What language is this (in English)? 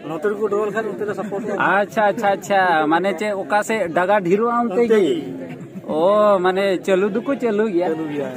Santali